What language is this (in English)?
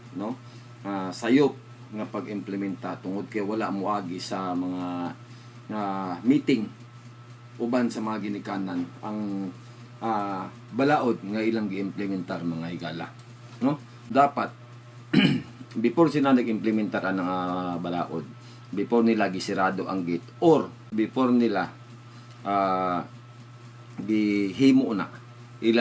Cebuano